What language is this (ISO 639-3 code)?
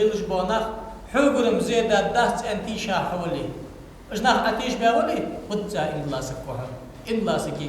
inh